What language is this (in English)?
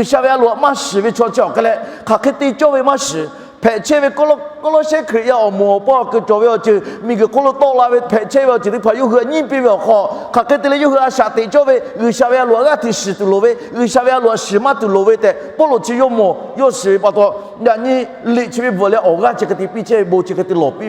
Lahu